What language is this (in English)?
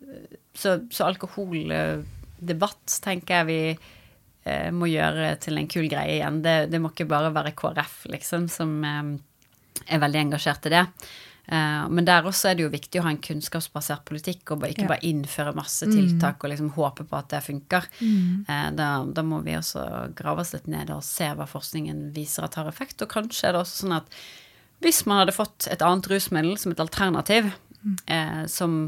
Norwegian